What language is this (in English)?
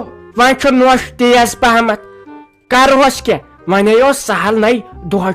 Kashmiri